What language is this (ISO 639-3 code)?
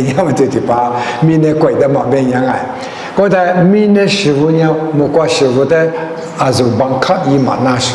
lis